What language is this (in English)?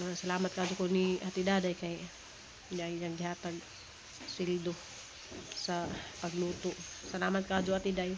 Cebuano